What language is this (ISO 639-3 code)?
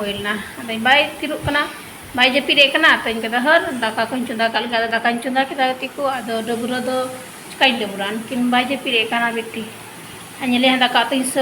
sat